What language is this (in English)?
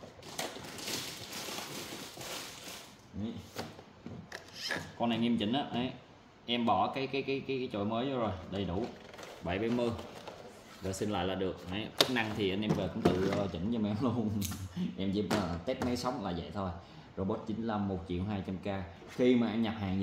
Vietnamese